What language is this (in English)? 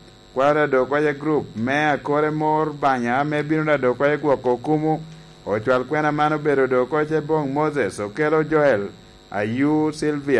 Lango (Uganda)